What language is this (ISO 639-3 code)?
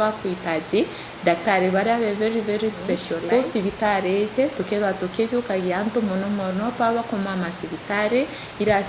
mer